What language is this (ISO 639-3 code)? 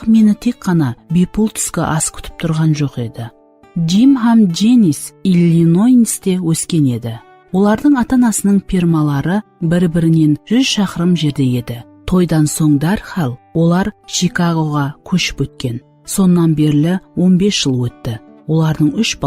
kaa